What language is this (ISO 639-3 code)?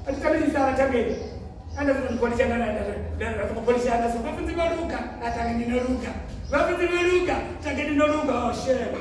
ven